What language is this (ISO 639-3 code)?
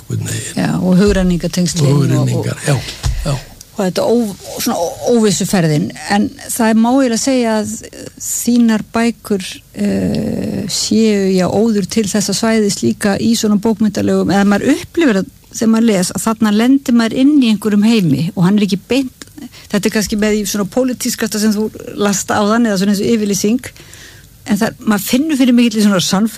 isl